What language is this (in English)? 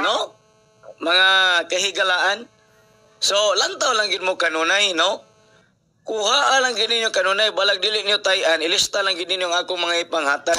Cebuano